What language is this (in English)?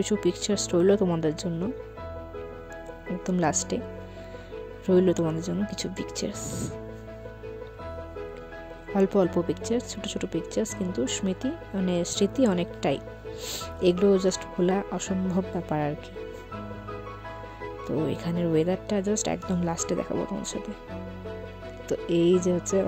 Bangla